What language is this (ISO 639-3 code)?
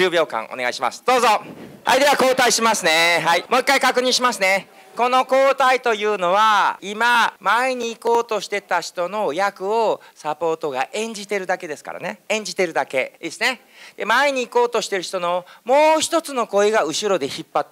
jpn